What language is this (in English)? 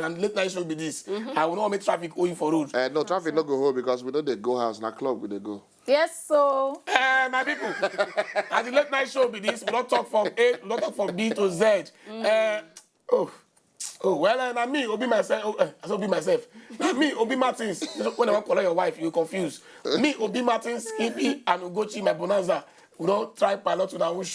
Nigerian Pidgin